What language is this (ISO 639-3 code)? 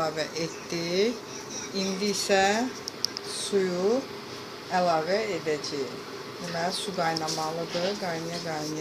aze